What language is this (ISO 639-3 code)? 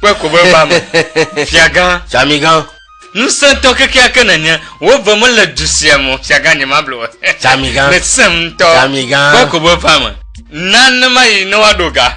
ewe